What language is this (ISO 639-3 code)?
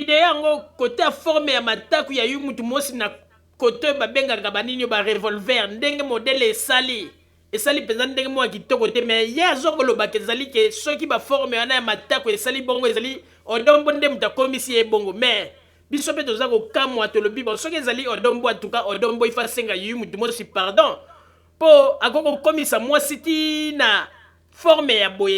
lin